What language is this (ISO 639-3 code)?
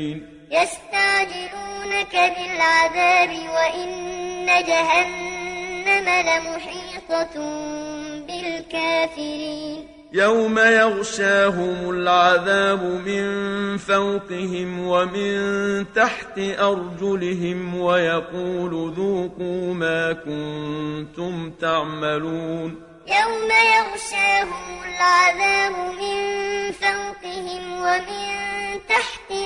ara